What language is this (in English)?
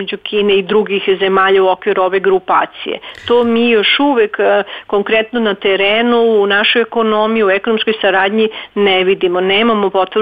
Serbian